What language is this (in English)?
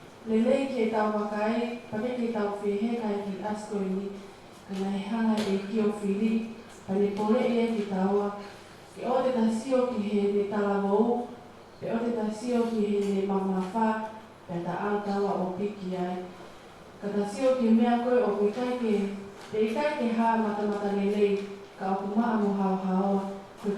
Tongan